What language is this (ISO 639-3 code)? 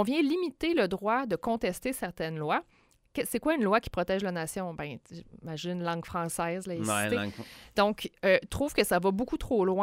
fra